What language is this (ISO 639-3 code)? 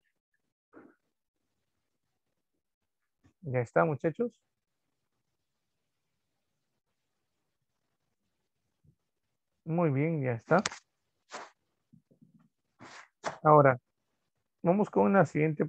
spa